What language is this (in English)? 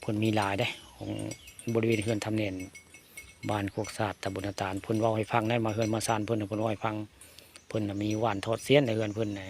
Northeastern Thai